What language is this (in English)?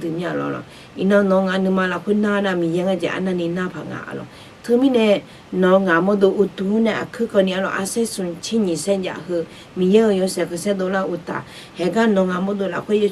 Akha